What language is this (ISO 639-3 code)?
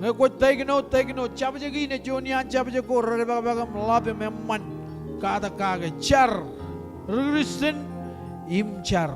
mah